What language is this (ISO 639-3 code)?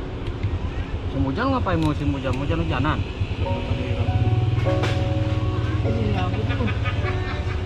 ind